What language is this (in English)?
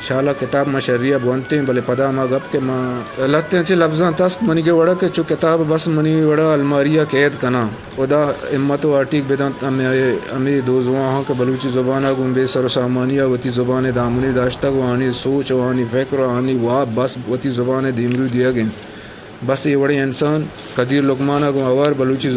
Eastern Balochi